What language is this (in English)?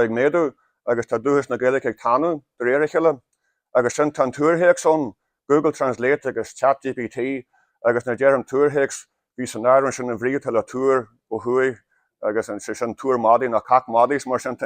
Irish